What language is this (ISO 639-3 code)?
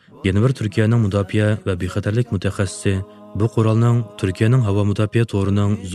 uig